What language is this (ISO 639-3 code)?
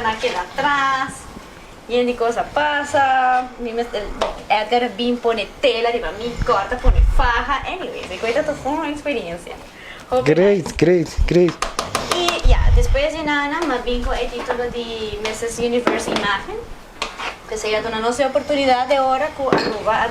pap